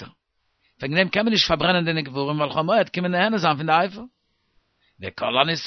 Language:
Yiddish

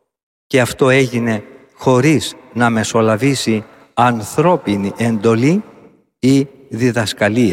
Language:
Greek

